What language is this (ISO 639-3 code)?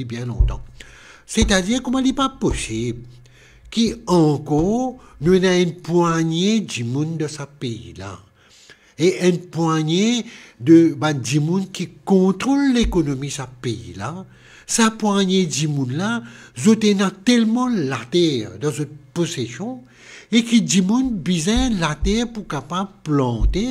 mfe